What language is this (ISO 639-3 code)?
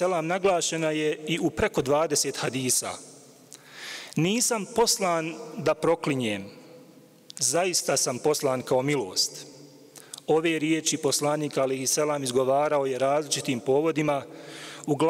bos